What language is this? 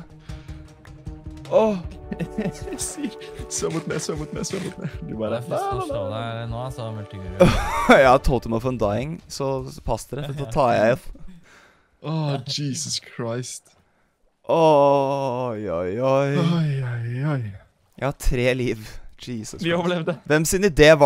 Norwegian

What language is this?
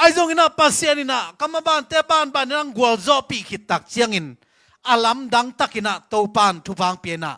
Tedim Chin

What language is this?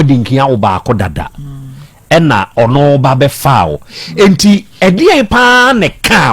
Akan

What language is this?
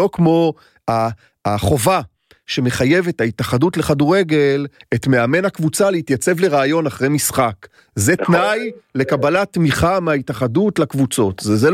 Hebrew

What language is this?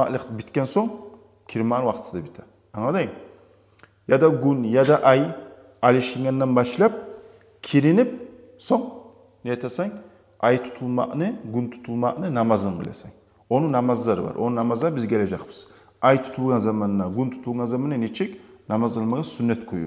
Kumyk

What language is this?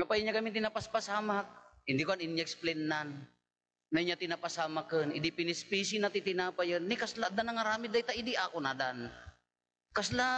Iloko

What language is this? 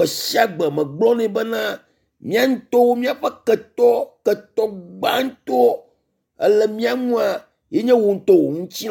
Ewe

